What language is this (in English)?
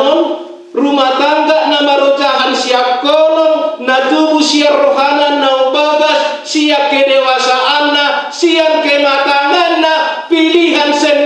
Batak Toba